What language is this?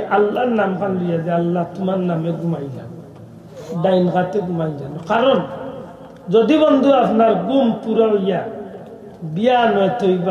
Sylheti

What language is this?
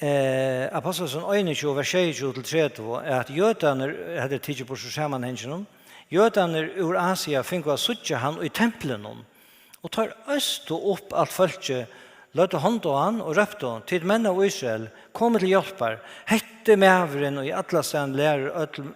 Faroese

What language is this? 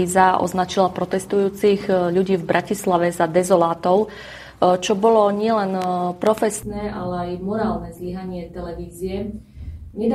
Slovak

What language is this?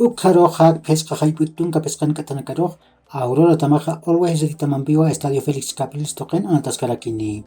Aymara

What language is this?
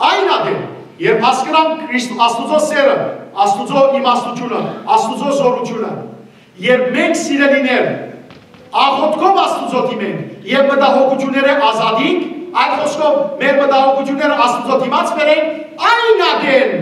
Western Armenian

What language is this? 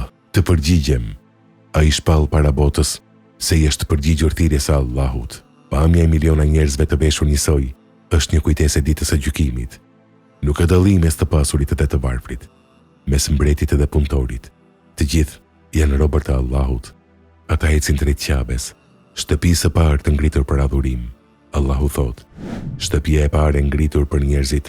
Albanian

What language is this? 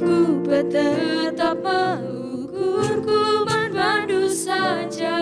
Batak Karo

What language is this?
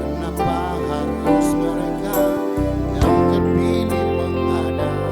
Ambonese Malay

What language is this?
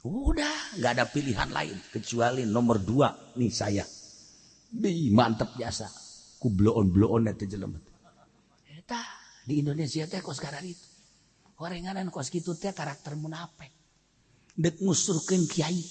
Sundanese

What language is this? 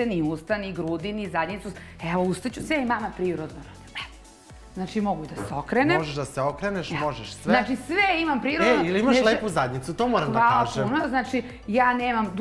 Serbian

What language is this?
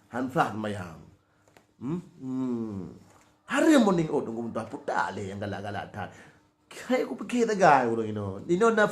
Achinese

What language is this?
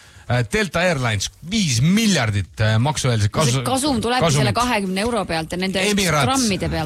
Estonian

